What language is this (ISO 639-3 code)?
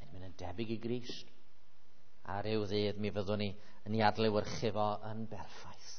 cym